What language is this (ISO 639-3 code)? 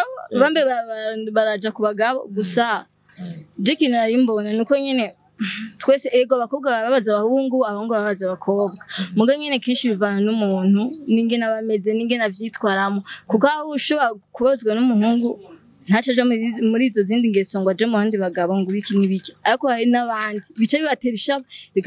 run